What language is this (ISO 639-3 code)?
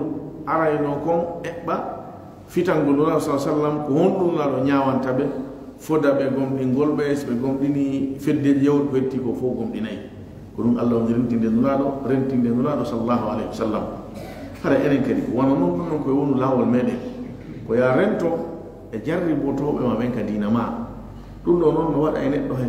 ful